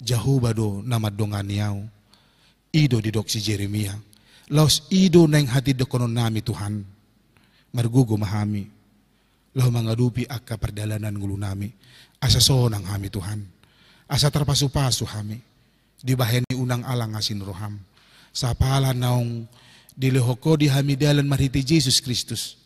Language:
Batak Toba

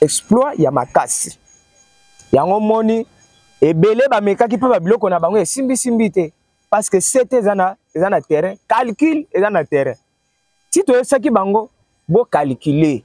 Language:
Lingala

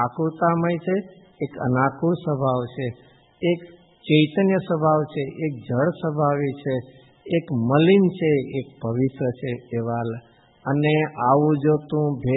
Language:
Gujarati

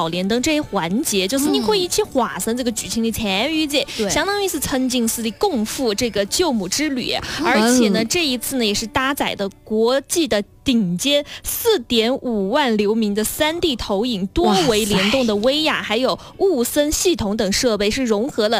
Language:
Chinese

